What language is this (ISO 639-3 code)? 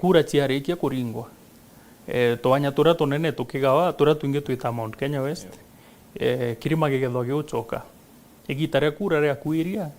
mer